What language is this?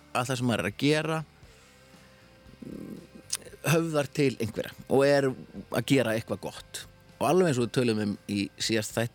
Icelandic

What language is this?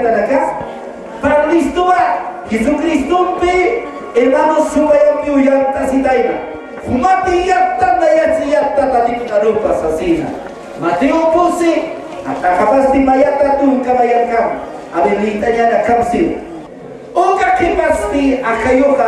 Aymara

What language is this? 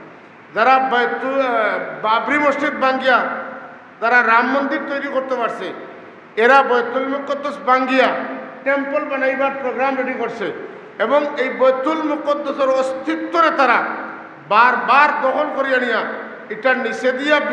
Sylheti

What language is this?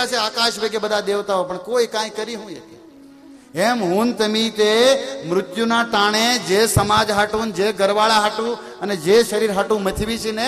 Gujarati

